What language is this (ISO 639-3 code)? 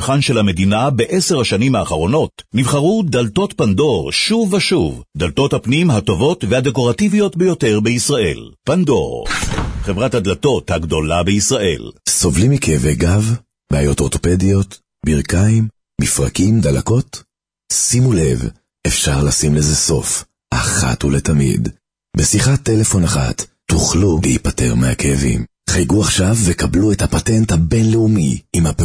heb